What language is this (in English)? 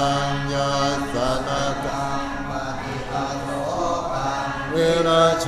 Pali